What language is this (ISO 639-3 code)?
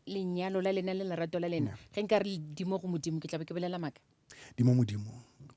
nso